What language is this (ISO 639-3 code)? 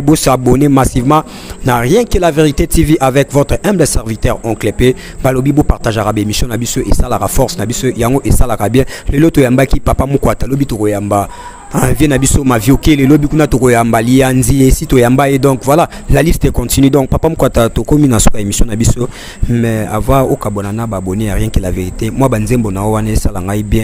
lin